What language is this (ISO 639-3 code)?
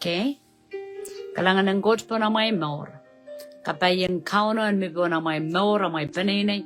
pon